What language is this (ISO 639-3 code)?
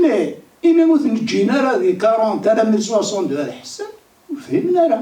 kab